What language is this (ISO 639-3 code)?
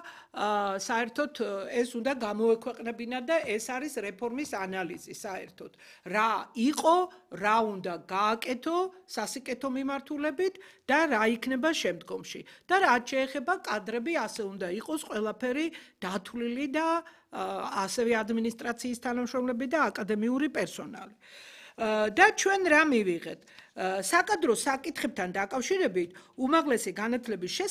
kat